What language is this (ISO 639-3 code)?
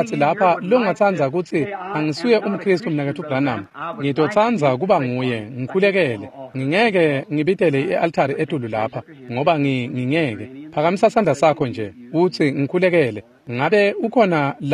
ssw